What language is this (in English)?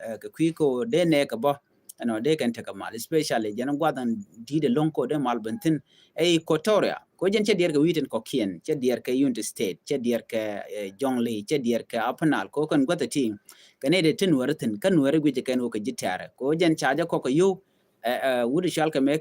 Nuer